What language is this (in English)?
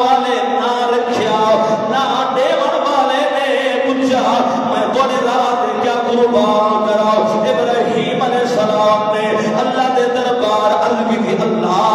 Saraiki